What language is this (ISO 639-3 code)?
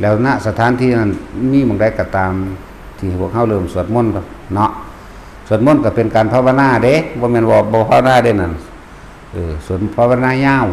tts